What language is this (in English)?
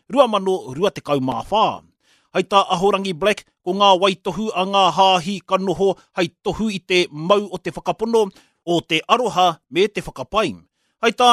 Māori